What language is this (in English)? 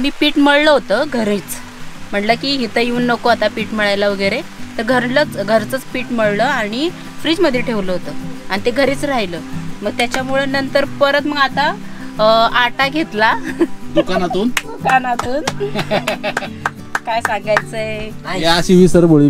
Marathi